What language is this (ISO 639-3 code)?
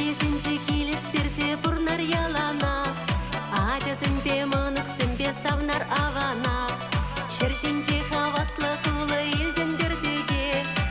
chv